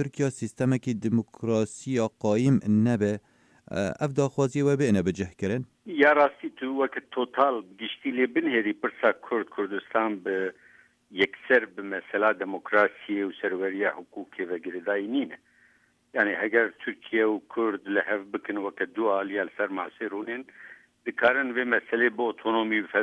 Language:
Kurdish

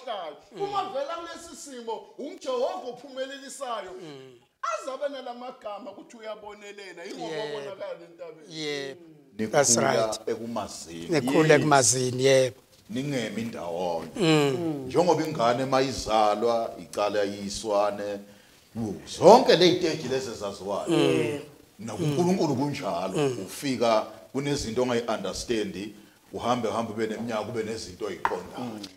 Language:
Zulu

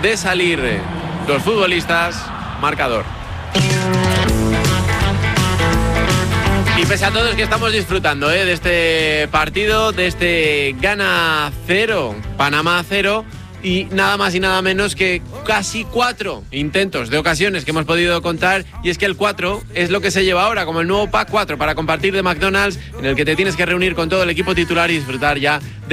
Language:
Spanish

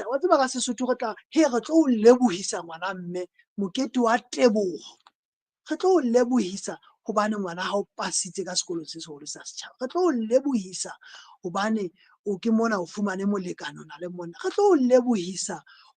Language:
Southern Sotho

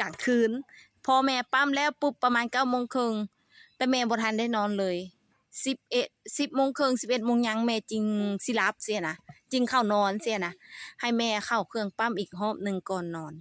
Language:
Lao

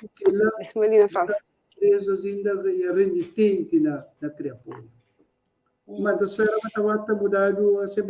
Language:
Kabuverdianu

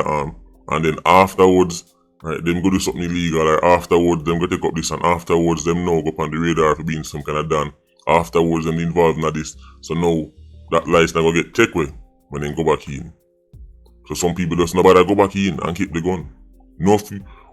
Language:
Jamaican Creole English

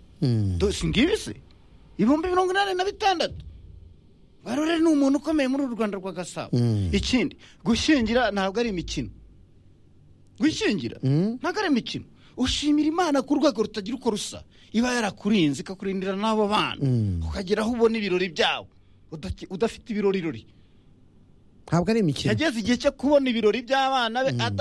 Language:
Kinyarwanda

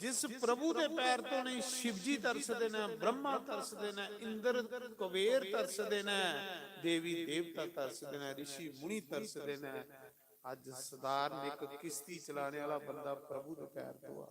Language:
Dogri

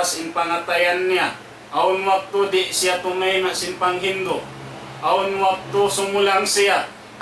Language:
Tausug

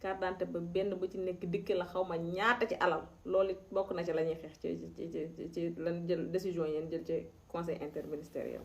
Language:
Wolof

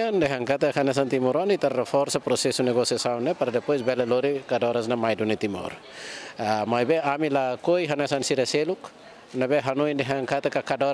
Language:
Tetum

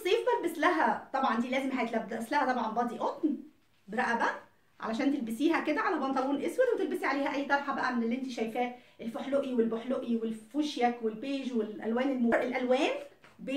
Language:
Egyptian Arabic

